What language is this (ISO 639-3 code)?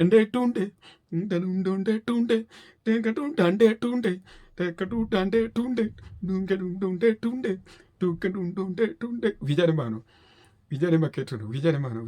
luo